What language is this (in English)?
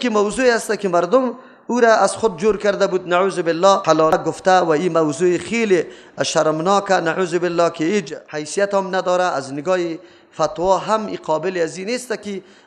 Persian